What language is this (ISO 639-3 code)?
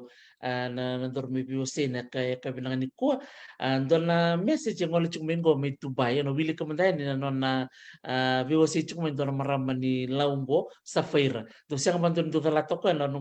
fij